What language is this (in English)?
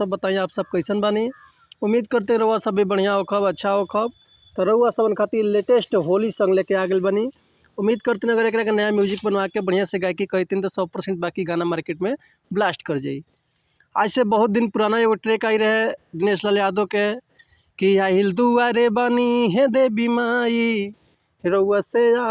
Bhojpuri